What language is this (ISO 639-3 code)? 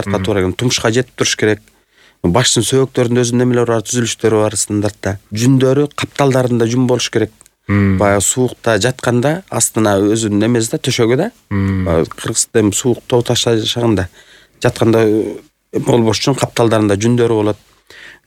kir